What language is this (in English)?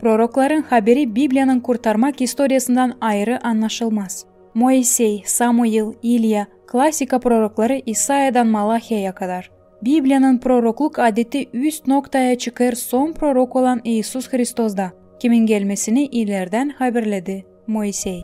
Gagauz